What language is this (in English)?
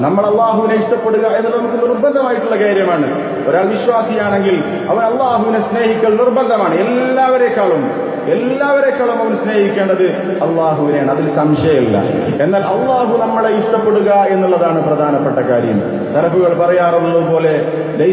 Malayalam